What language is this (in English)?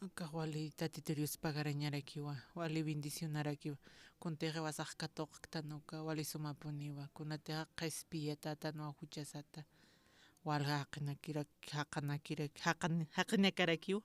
Aymara